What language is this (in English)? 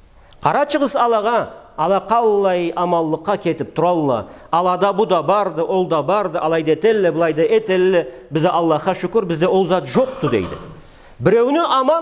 Karachay-Balkar